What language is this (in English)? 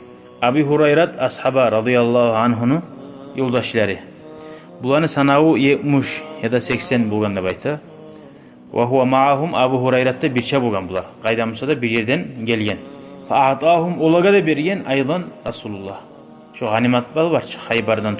Kumyk